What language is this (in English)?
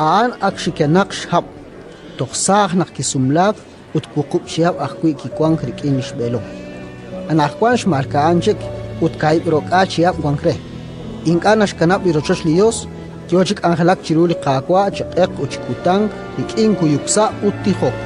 Kekchí